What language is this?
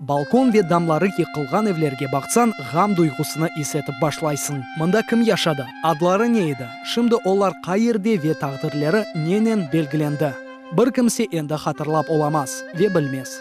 Crimean Tatar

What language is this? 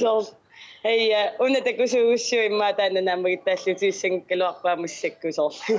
Kalaallisut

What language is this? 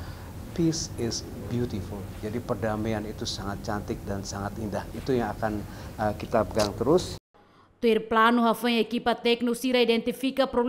Tetum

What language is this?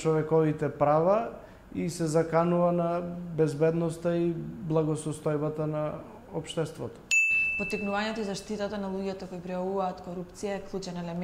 Macedonian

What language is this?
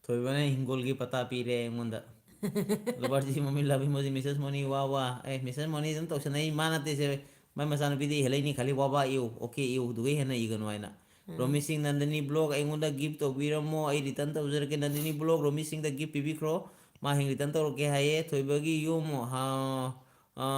Manipuri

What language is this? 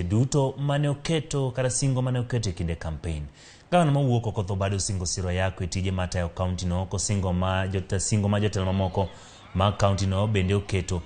Luo (Kenya and Tanzania)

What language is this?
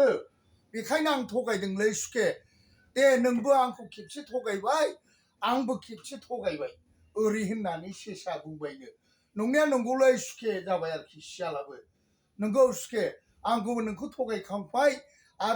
Bodo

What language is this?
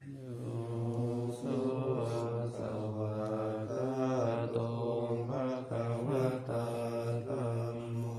Pali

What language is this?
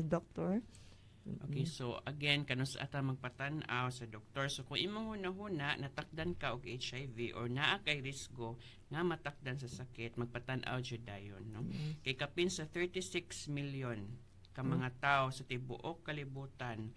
Cebuano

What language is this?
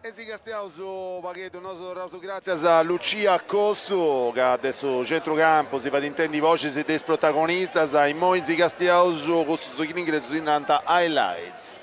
Sardinian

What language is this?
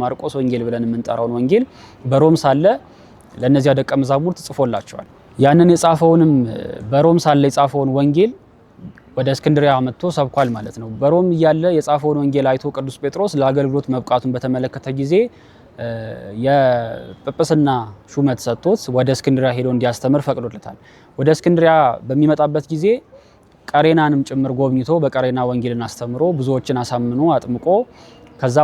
Amharic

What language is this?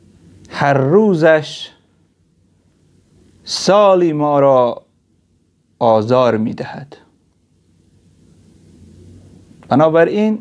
Persian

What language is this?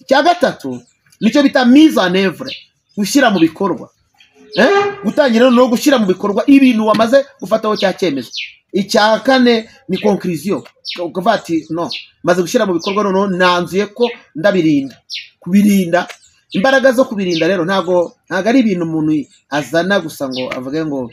Kinyarwanda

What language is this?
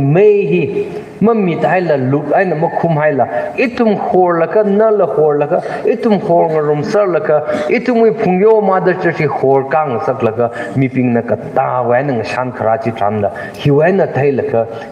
Tangkhul Naga (India)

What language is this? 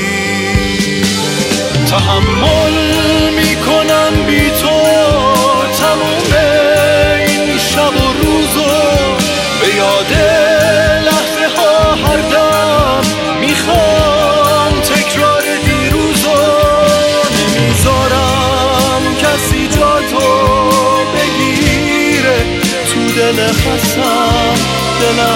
Persian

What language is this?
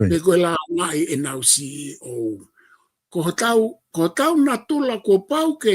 Tongan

